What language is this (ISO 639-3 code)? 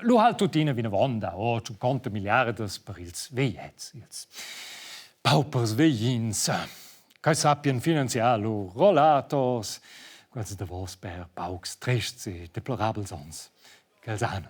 roh